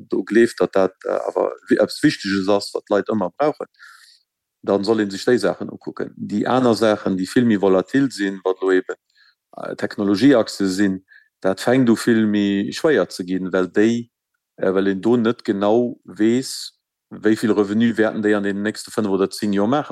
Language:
Luxembourgish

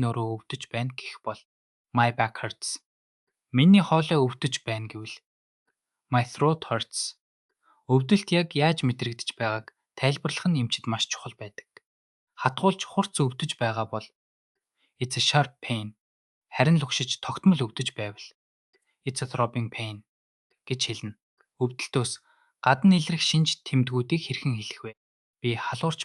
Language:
Mongolian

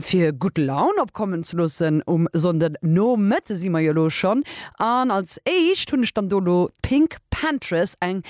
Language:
Luxembourgish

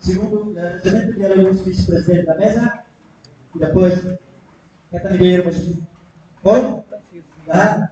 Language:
Tetum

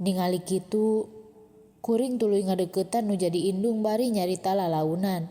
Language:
Sundanese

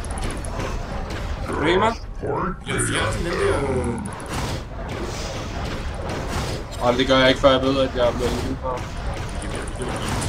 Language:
Danish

